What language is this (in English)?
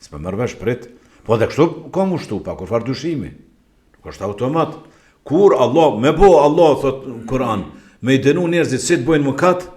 Albanian